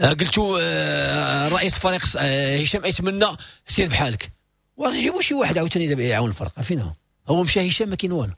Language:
Moroccan Arabic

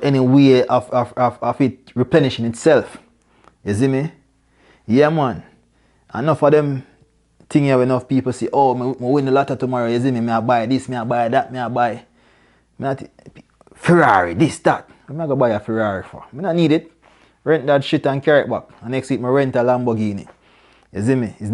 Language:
Jamaican Creole English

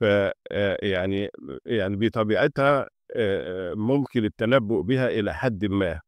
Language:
Egyptian Arabic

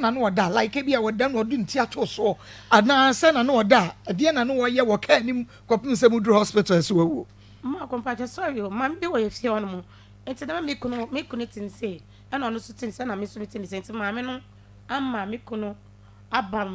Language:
Akan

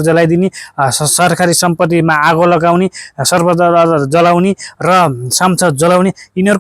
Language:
Nepali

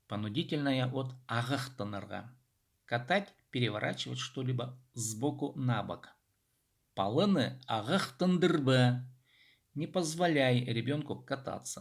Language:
Khakas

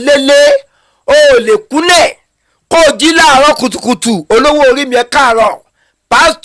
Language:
Yoruba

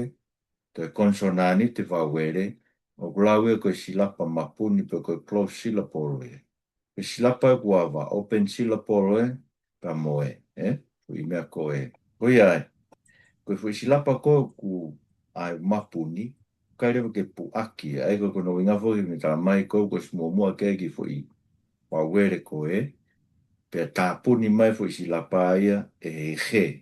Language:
Tongan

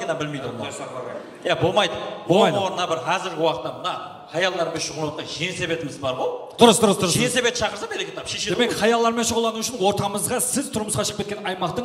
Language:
Kara-Kalpak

